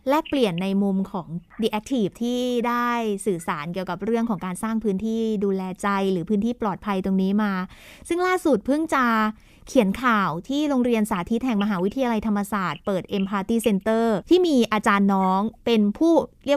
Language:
Thai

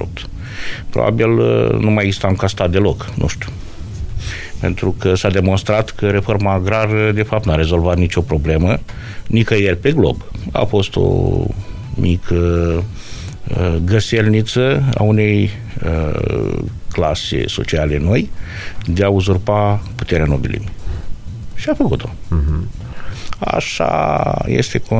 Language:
Romanian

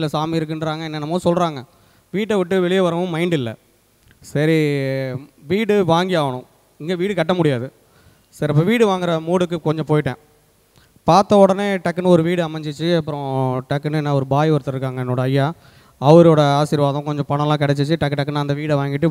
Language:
Tamil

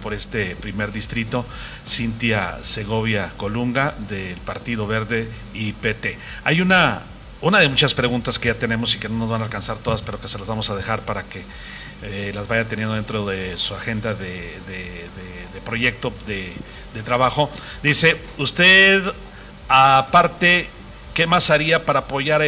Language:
Spanish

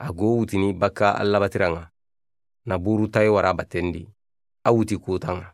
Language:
Soninke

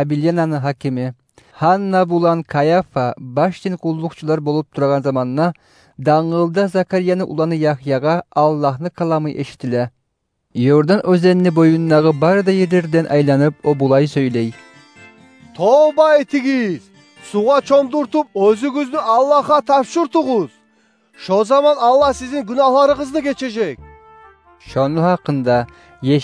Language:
Kumyk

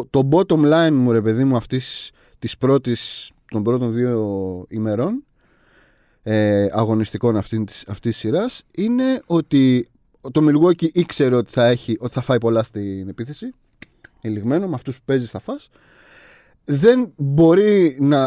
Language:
Greek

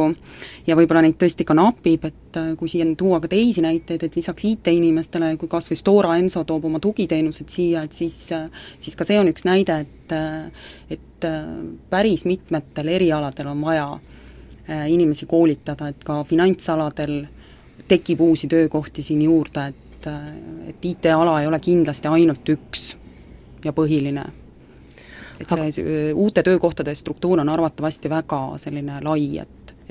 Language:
Estonian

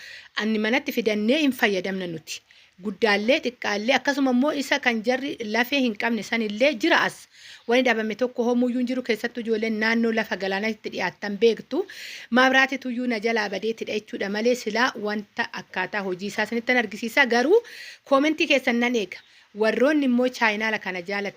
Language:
Oromo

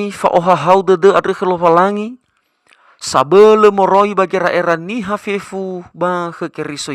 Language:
Nias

